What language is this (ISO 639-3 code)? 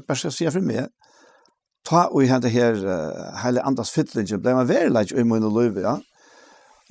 fao